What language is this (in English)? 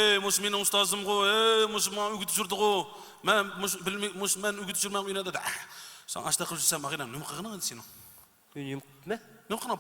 Uyghur